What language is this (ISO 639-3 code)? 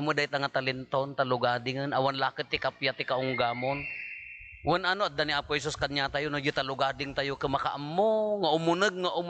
ilo